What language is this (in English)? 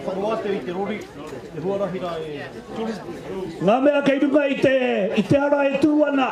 Māori